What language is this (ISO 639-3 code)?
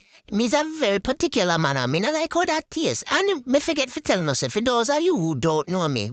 jam